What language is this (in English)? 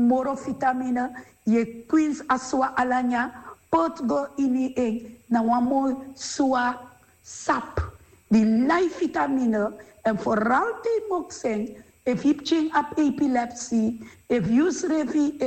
Sranan Tongo